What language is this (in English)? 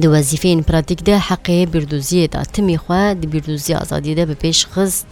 Kurdish